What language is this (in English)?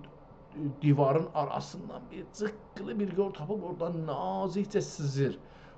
South Azerbaijani